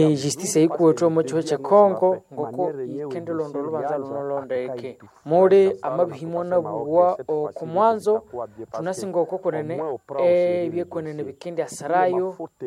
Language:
Nande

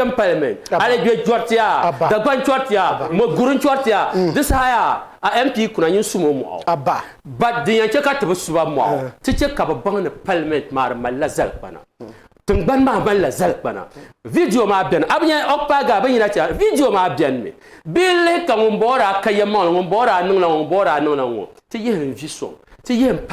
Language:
Dagbani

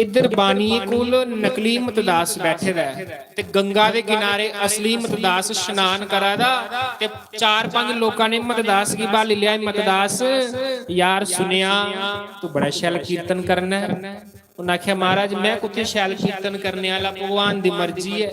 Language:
Dogri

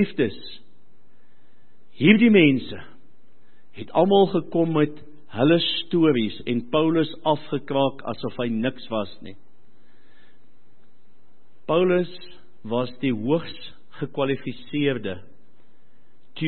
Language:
Afrikaans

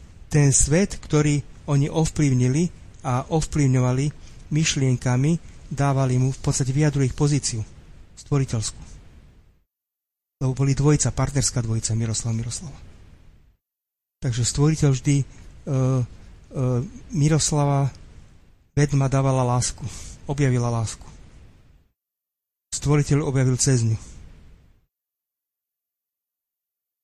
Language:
Slovak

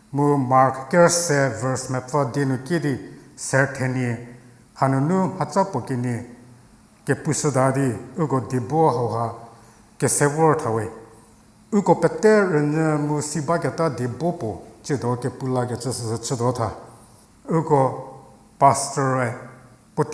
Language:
Angami Naga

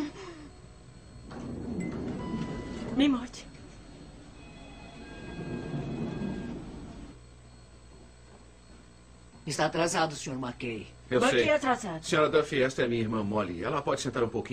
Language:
Portuguese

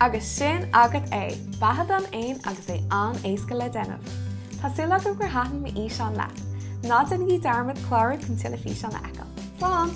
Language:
Irish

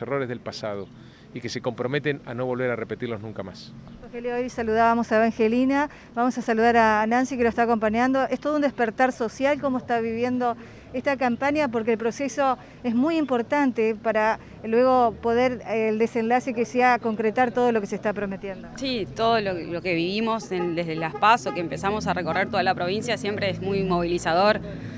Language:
Spanish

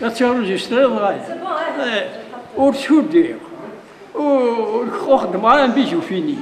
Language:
Kabyle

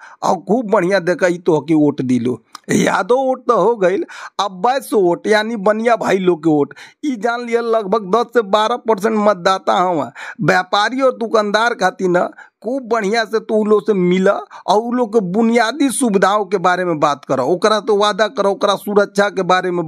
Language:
Bhojpuri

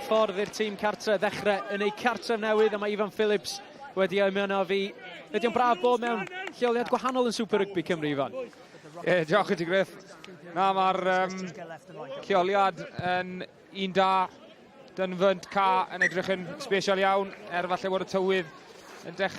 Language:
Welsh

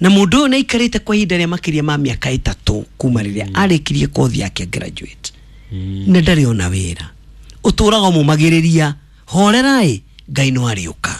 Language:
Kikuyu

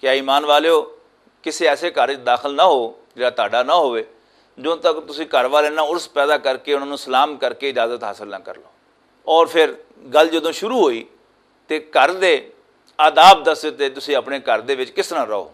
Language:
Western Panjabi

